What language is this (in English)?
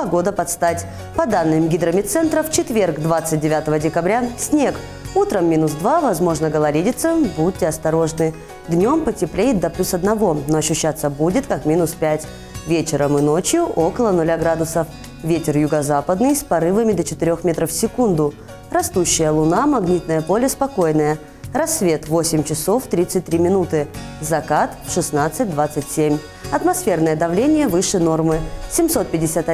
Russian